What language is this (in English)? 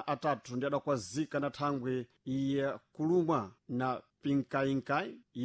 Sena